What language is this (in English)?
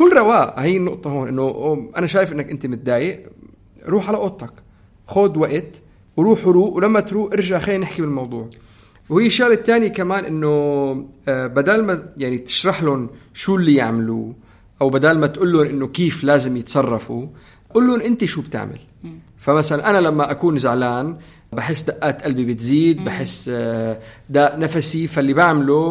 North Levantine Arabic